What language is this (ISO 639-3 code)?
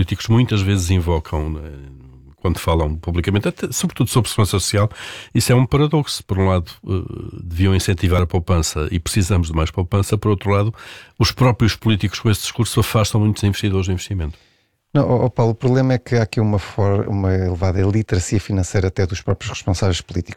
por